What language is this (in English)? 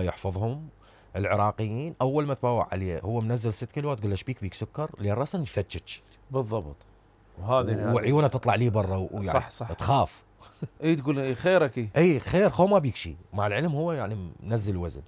Mesopotamian Arabic